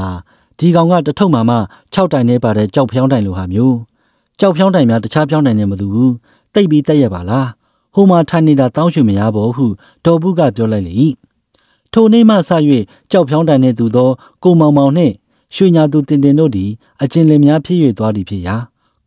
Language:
Burmese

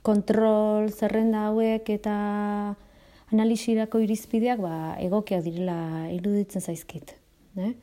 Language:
Basque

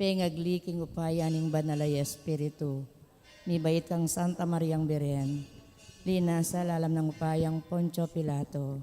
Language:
Pampanga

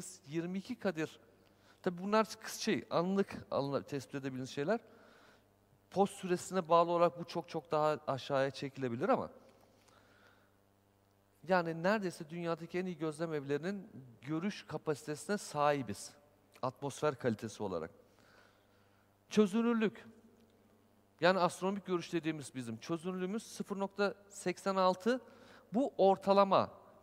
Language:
Turkish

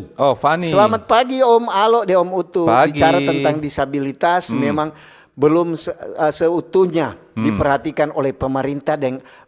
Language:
Manado Malay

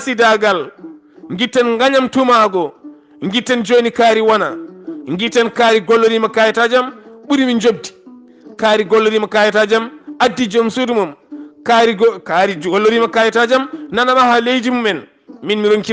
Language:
Fula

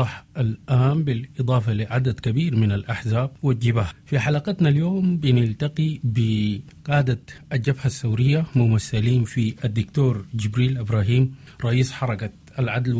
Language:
Sudanese Arabic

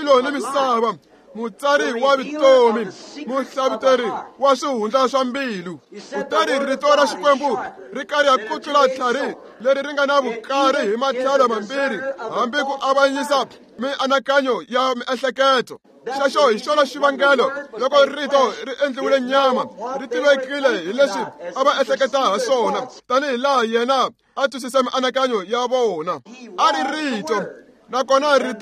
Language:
Tsonga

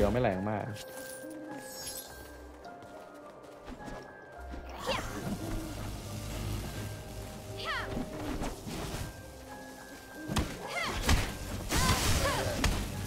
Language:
Thai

